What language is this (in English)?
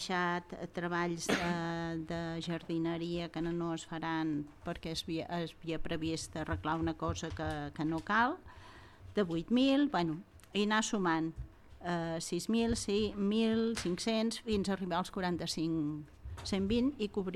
Catalan